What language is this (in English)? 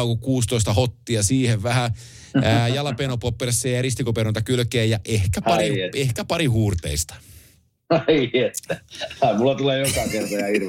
Finnish